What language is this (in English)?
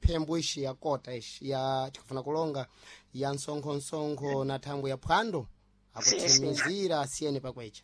Sena